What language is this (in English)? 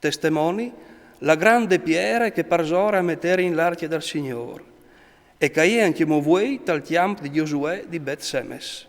Friulian